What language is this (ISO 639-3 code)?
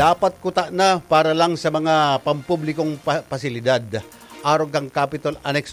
bik